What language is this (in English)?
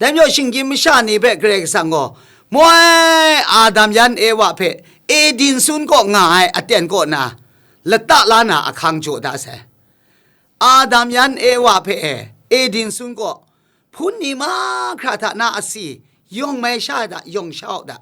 Kachin